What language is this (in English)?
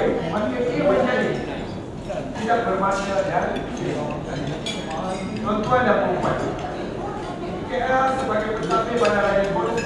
Malay